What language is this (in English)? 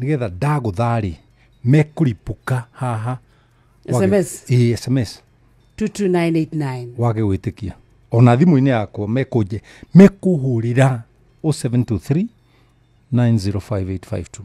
Kikuyu